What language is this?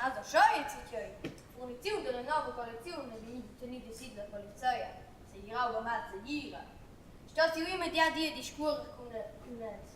Romansh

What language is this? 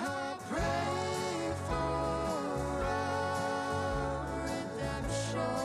Yakut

